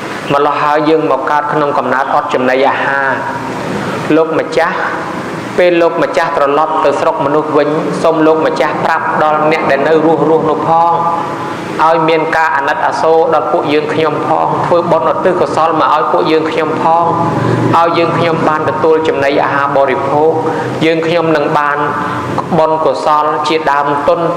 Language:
Khmer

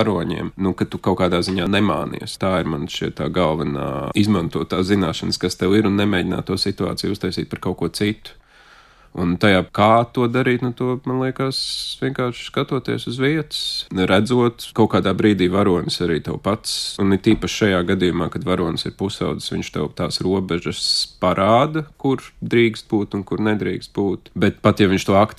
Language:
Latvian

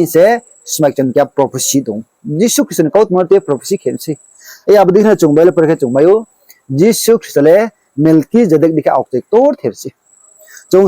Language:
Riang (India)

